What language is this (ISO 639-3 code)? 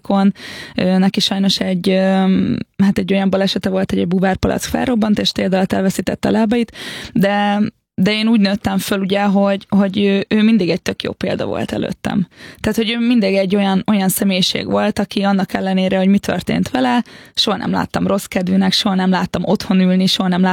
hun